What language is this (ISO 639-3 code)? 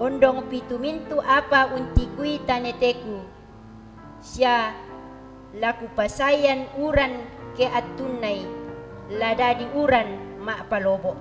sda